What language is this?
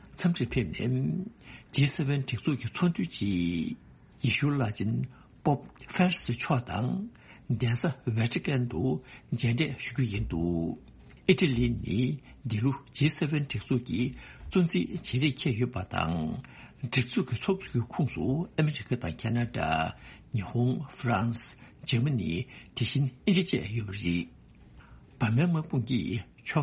Tibetan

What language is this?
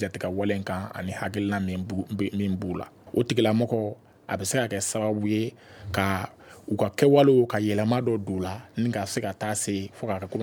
Bambara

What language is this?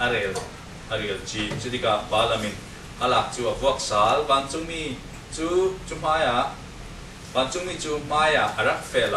Falam Chin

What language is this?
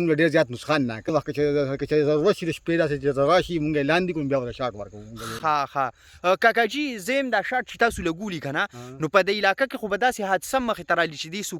Pashto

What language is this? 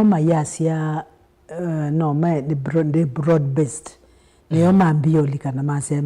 Kamba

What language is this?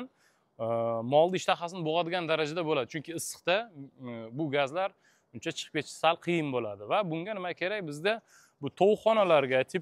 Uzbek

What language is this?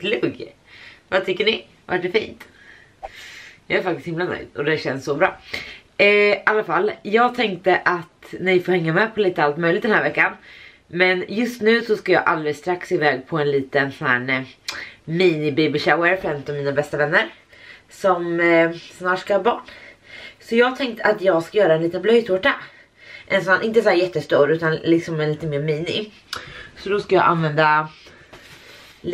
Swedish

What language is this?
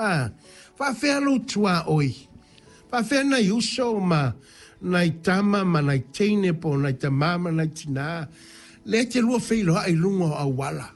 Samoan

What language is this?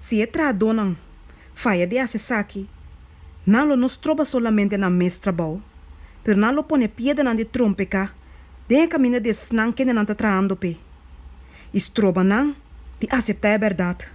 Papiamento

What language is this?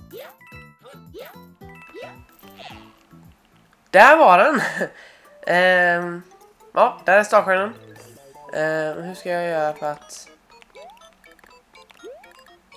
Swedish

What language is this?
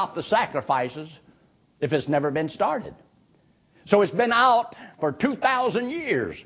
English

